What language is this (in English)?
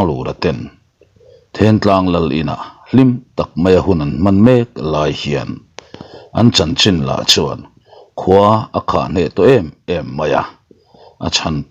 Mizo